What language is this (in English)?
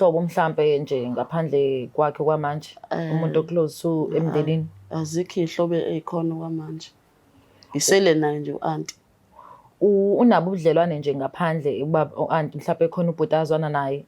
Zulu